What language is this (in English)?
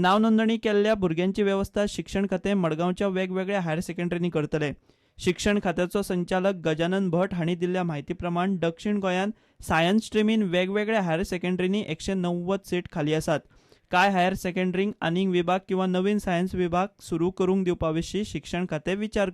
Konkani